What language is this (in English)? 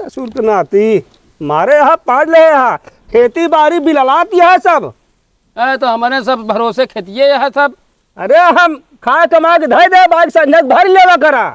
Awadhi